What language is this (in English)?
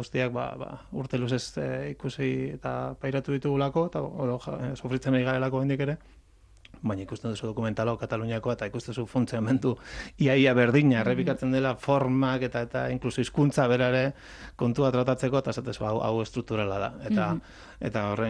Basque